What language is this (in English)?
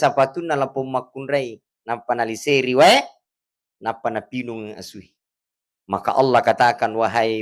Buginese